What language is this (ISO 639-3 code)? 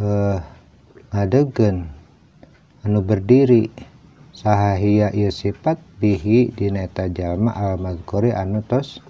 sun